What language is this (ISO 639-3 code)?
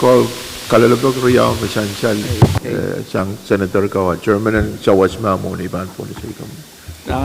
pon